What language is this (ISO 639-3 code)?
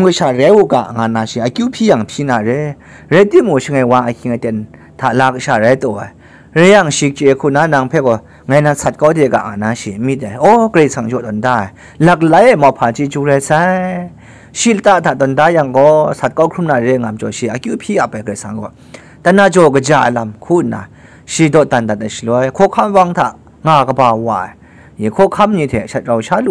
kac